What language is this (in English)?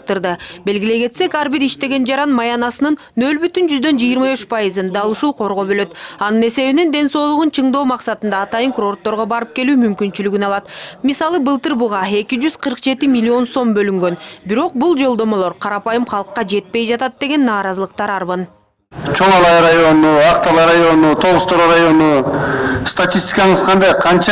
Kyrgyz